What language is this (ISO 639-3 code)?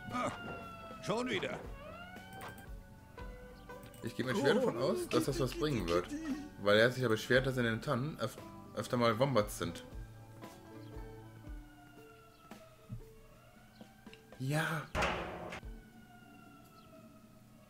deu